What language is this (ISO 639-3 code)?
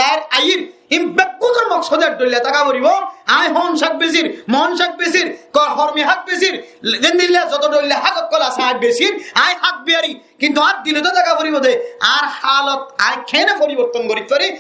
rhg